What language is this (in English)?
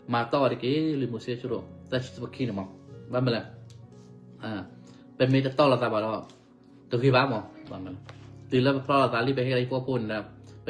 S'gaw Karen